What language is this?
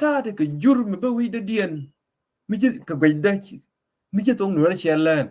Nuer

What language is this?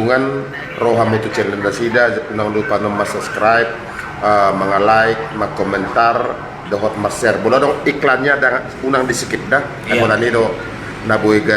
Batak Toba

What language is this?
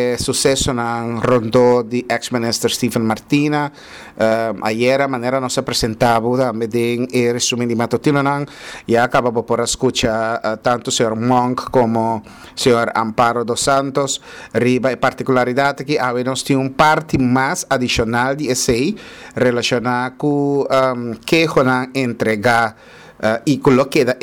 Papiamento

